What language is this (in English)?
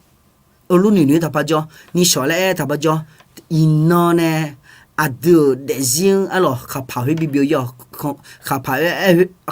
Akha